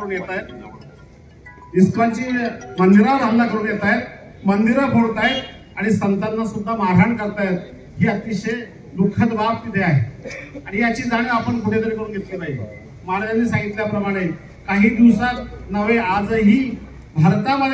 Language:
Marathi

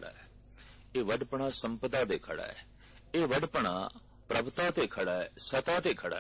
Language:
Punjabi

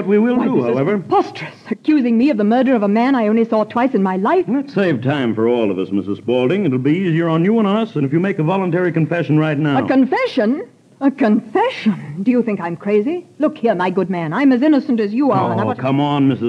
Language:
English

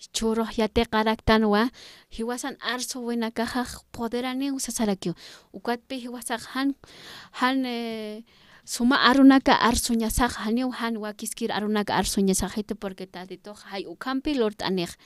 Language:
Aymara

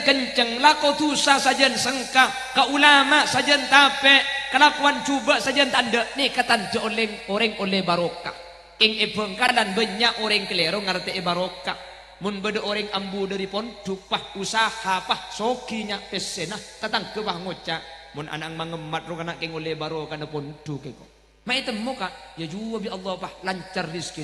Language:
Madurese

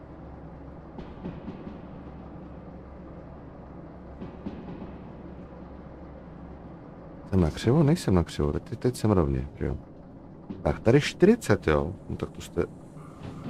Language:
Czech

